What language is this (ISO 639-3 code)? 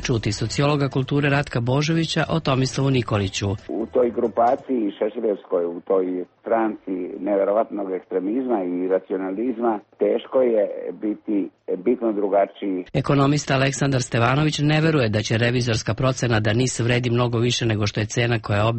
srp